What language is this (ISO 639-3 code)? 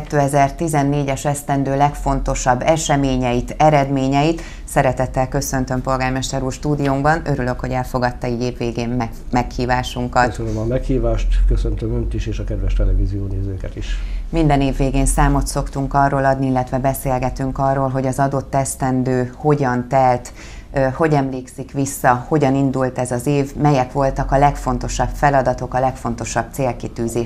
hun